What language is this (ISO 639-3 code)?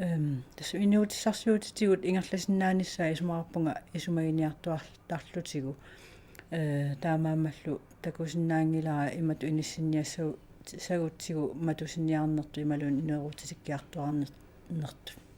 kal